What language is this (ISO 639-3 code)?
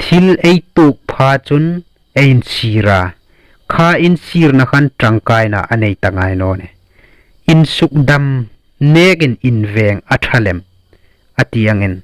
hmr